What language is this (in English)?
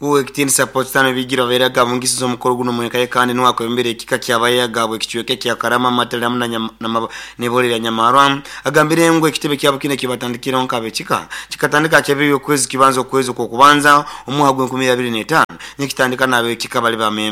Nyoro